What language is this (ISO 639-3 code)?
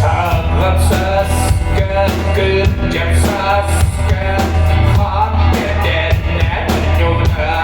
sah